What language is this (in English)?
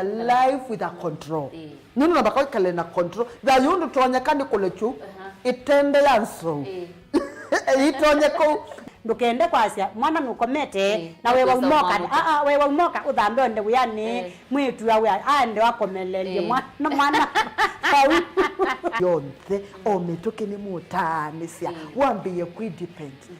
Kamba